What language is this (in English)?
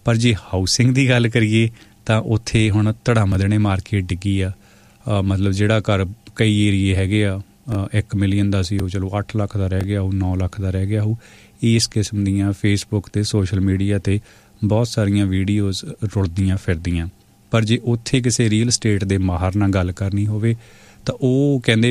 Punjabi